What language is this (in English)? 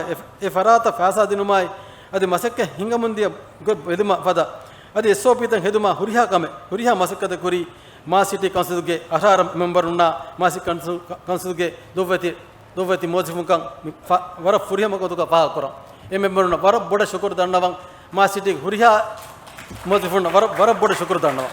Divehi